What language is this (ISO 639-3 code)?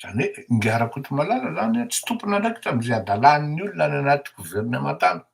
mlg